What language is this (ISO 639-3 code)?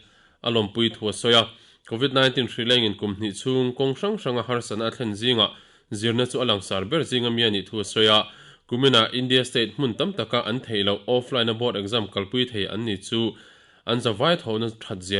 lus